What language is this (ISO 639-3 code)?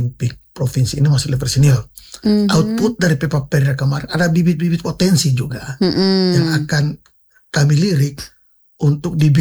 ind